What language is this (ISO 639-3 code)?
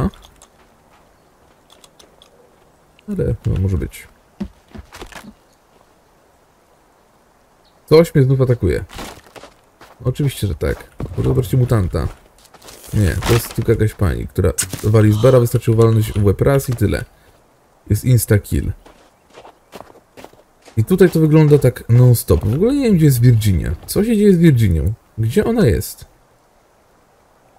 pol